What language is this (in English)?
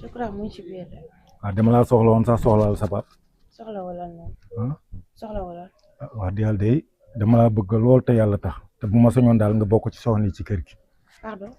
Wolof